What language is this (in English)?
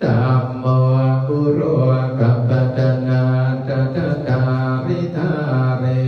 Pali